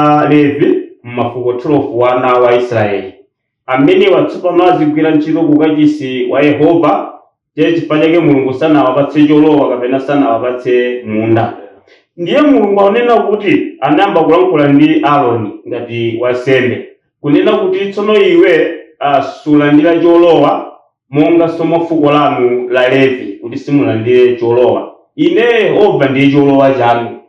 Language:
Nyanja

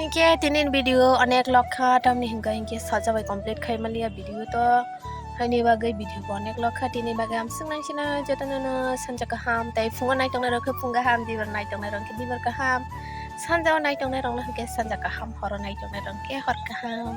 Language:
Kok Borok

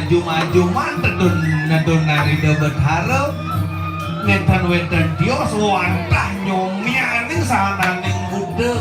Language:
Balinese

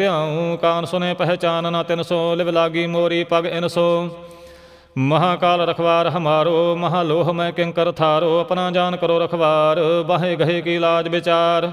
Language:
Punjabi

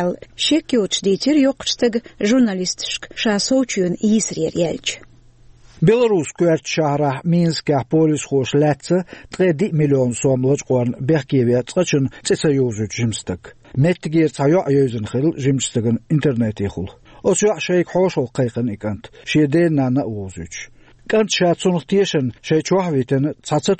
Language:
Chechen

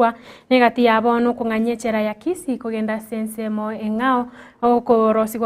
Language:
Gusii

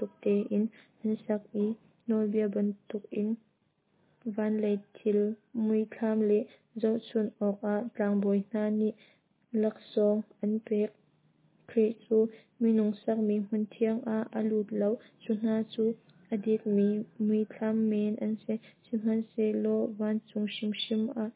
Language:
Hakha Chin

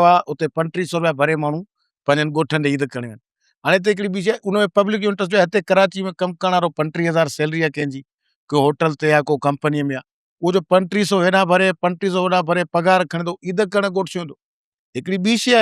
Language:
Sindhi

